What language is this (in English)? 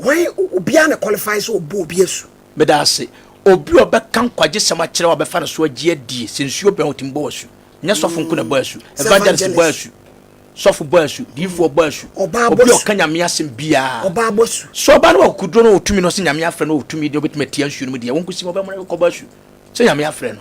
Akan